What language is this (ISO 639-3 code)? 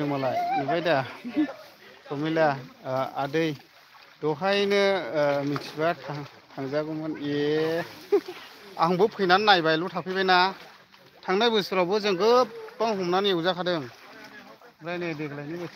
brx